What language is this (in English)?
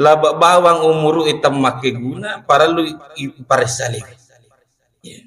Buginese